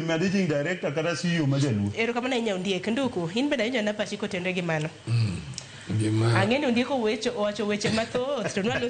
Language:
Luo (Kenya and Tanzania)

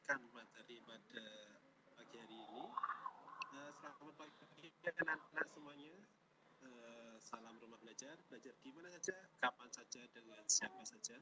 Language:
Indonesian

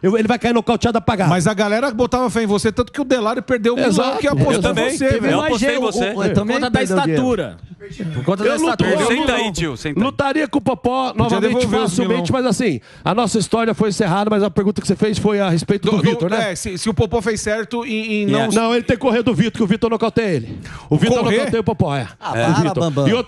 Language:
Portuguese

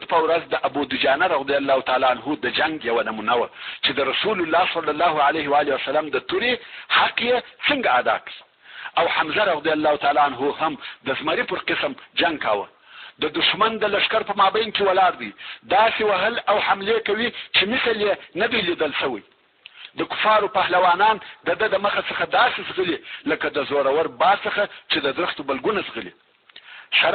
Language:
Pashto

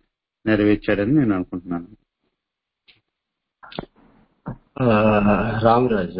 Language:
Telugu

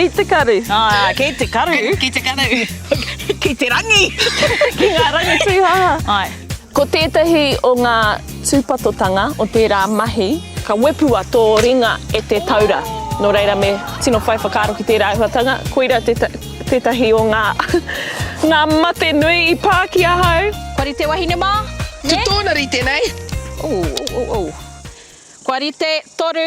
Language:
Māori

